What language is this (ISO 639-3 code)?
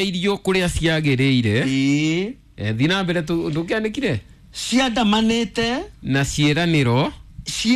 kik